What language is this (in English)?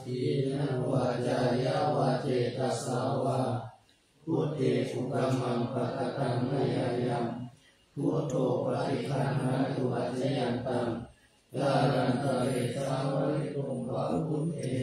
Pali